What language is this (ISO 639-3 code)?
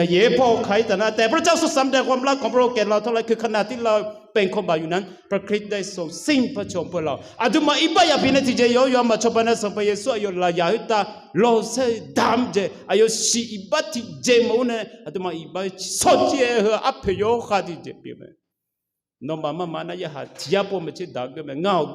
ahk